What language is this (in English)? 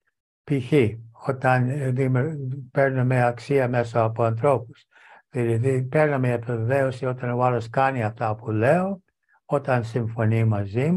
Greek